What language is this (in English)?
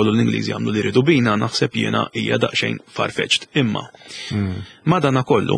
Maltese